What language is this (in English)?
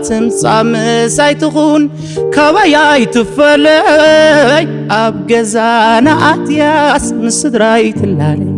Tigrinya